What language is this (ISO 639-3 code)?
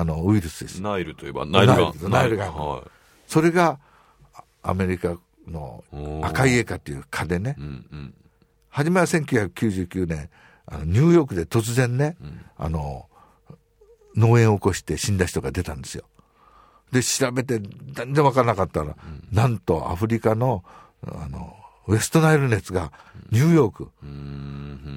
jpn